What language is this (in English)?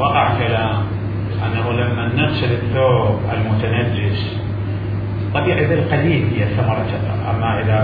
Mesopotamian Arabic